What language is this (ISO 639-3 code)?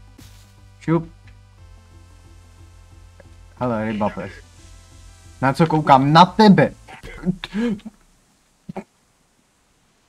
ces